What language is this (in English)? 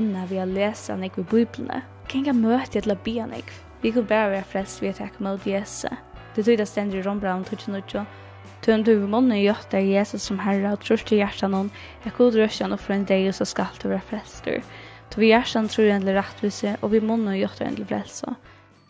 Faroese